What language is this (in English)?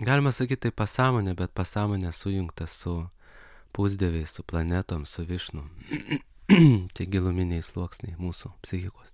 Lithuanian